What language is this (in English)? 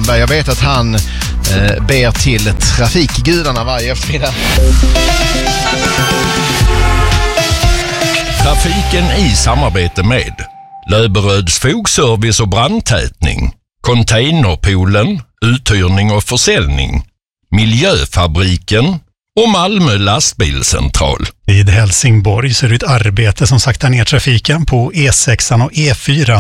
Swedish